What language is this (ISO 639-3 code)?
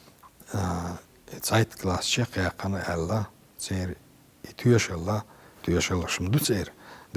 che